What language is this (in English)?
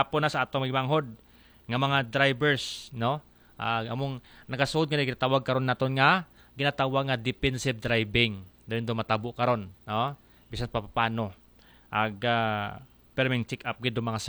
Aklanon